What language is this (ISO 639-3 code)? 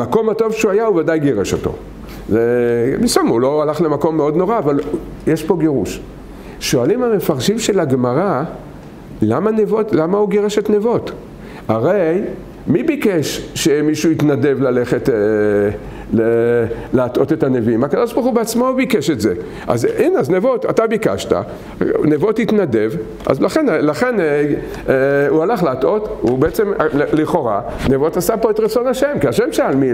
heb